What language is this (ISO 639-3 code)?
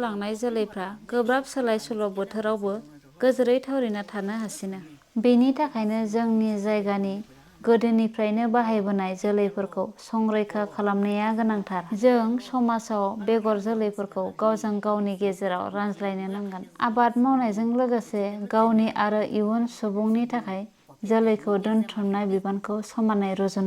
brx